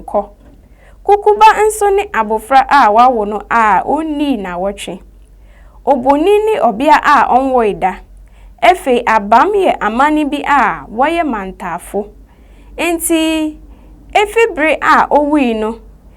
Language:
Akan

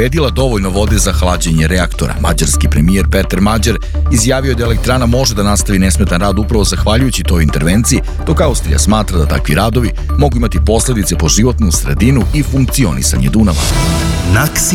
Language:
Serbian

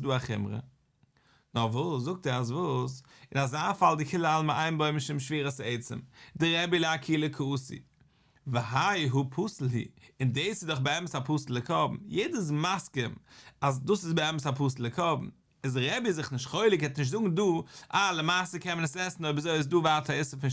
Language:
Yiddish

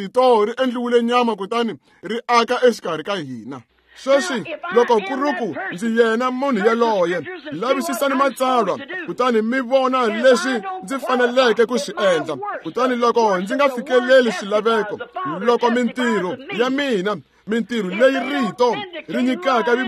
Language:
Tsonga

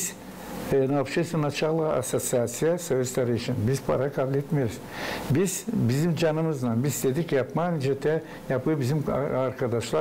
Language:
Gagauz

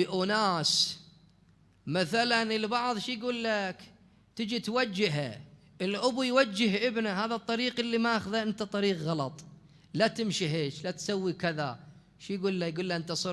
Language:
Mesopotamian Arabic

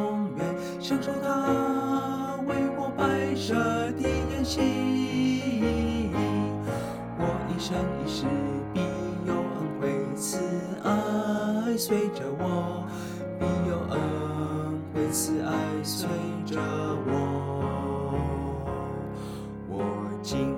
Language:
Chinese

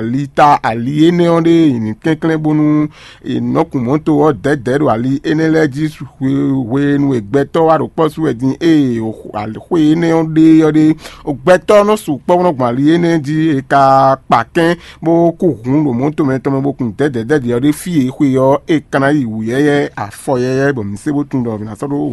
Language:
Fon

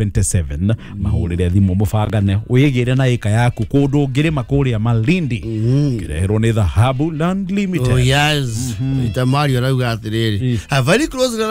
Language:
Kikuyu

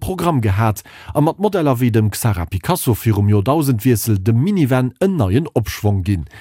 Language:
Luxembourgish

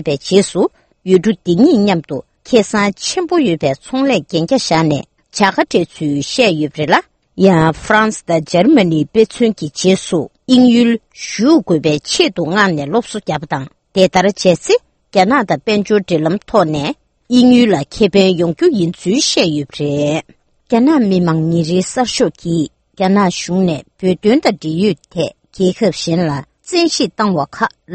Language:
Tibetan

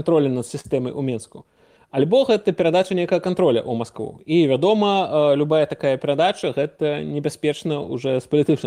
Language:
Belarusian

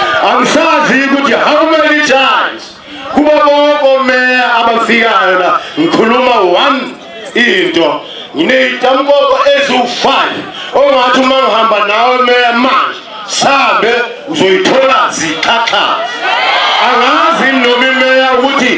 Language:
Zulu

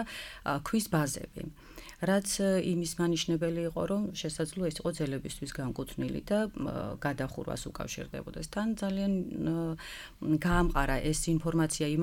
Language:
Georgian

